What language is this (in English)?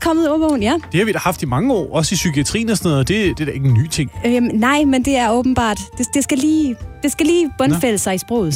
Danish